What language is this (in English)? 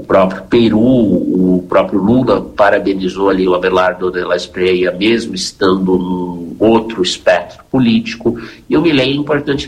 Portuguese